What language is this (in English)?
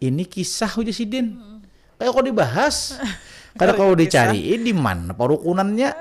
Banjar